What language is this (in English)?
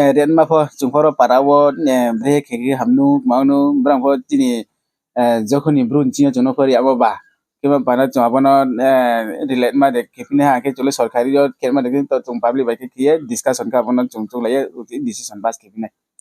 Riang (India)